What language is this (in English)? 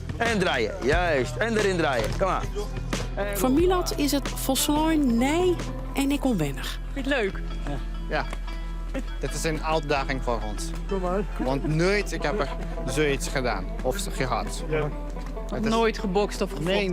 Western Frisian